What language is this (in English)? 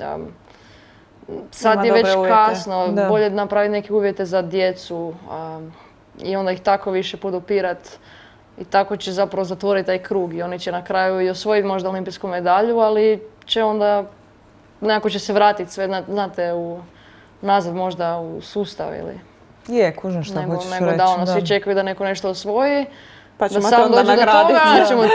Croatian